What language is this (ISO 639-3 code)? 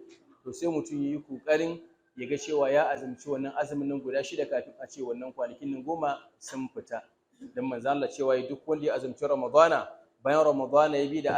hau